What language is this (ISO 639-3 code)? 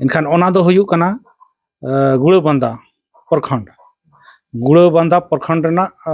sat